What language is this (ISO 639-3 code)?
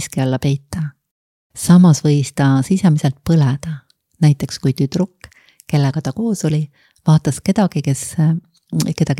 est